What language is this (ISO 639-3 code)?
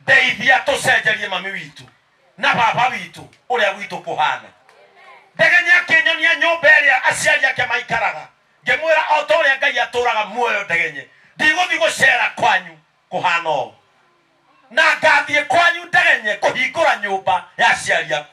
kik